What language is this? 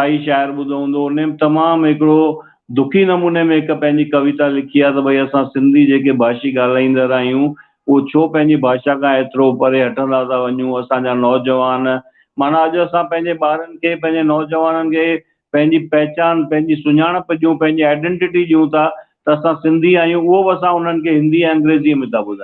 Sindhi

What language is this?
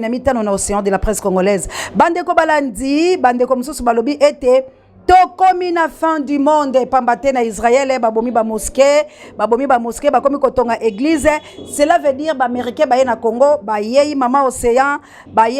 Lingala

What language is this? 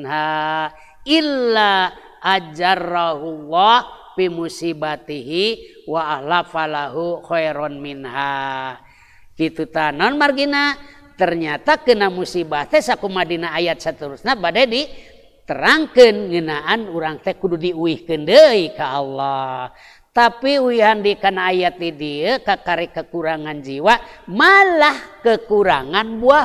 Sundanese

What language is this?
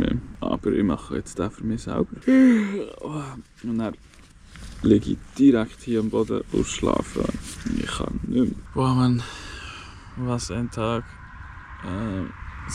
Swiss German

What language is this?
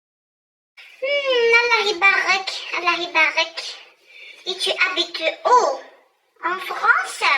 Kabyle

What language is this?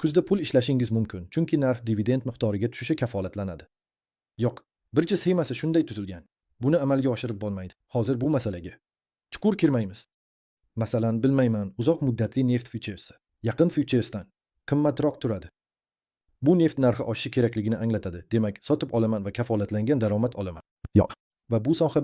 Uzbek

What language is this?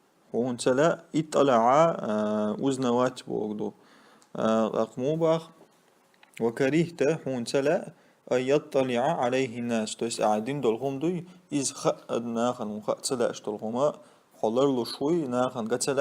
Chechen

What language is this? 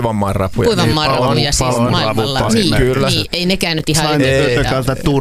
Finnish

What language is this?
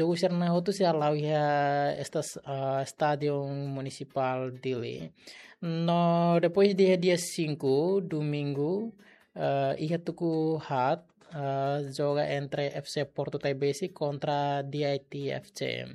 Tetum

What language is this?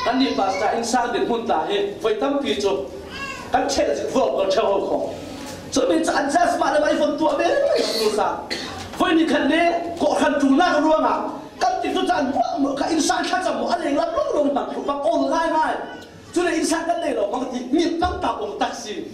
Falam Chin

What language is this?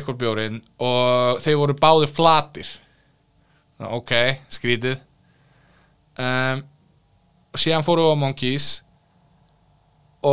Icelandic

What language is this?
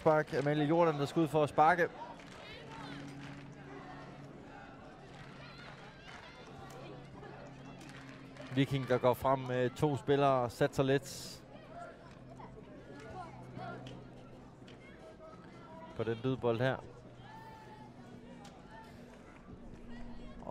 Danish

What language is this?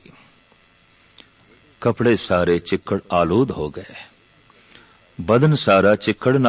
Punjabi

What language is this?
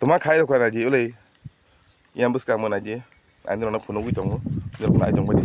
Kok Borok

